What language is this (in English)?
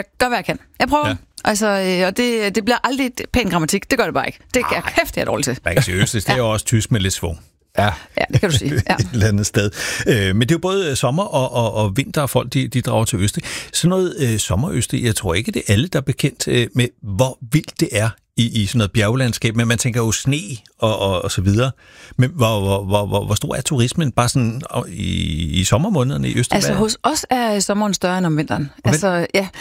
Danish